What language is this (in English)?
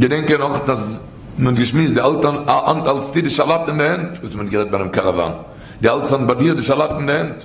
Yiddish